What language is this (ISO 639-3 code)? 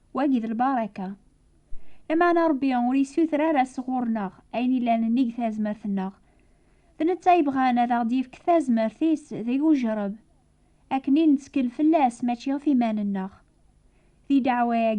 kab